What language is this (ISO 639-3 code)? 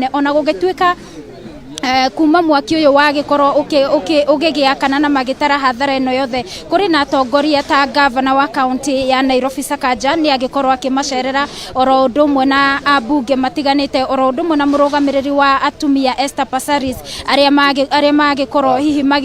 kik